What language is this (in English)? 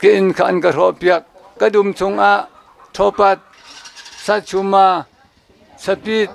Hakha Chin